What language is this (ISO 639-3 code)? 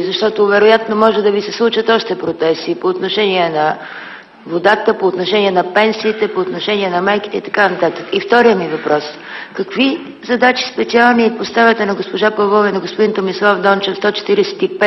bul